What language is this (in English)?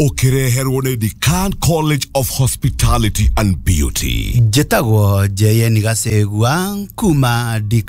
Kikuyu